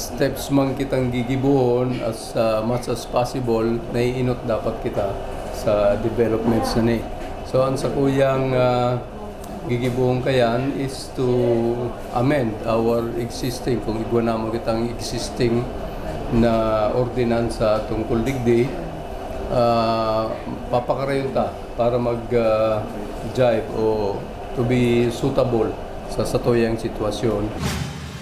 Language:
Bikol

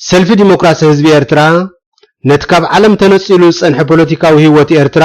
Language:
Tigrinya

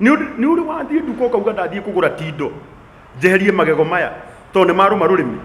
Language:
Kikuyu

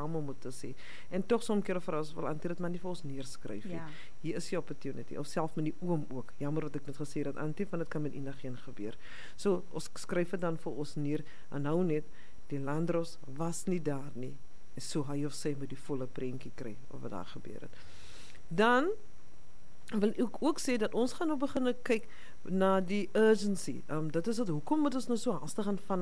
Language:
Afrikaans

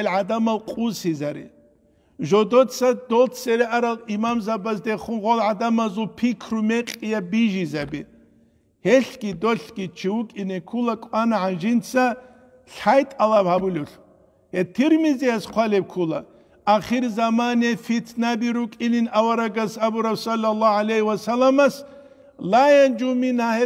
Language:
Avaric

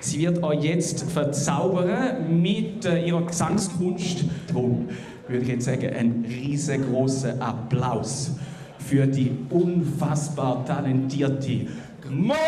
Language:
Swiss German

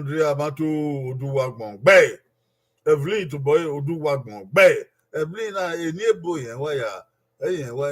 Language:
Bini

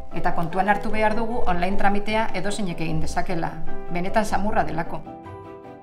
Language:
Basque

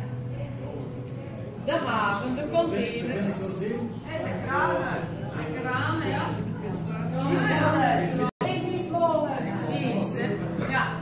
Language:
Dutch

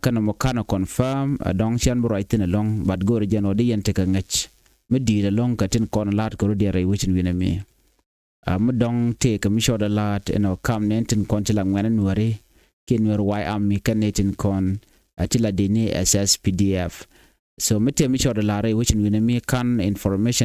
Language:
Nuer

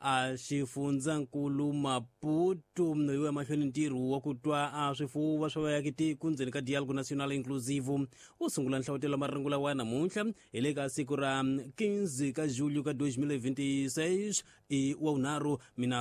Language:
Tsonga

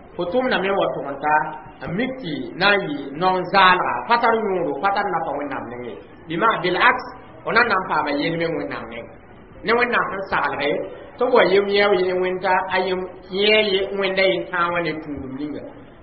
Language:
Mossi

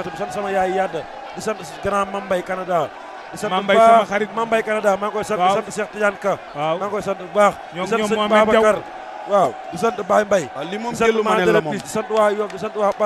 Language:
Wolof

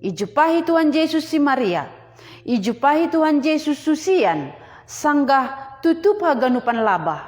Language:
Batak Simalungun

